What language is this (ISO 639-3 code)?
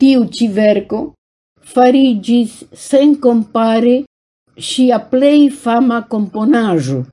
epo